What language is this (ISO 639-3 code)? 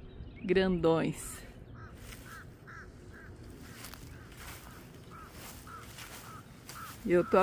por